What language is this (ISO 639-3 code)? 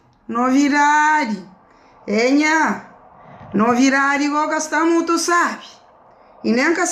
kea